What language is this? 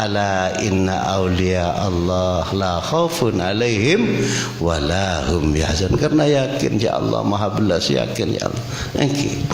Madurese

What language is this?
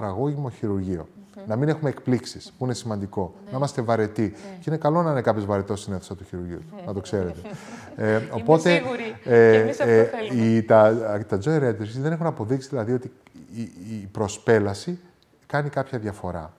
Greek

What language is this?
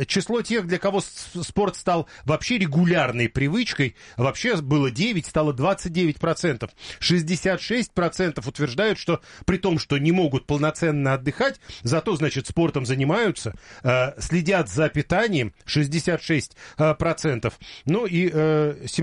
Russian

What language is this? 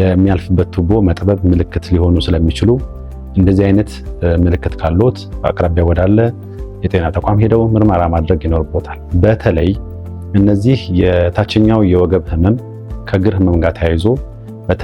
Amharic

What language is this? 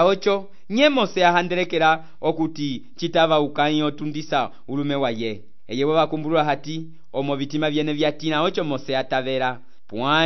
Umbundu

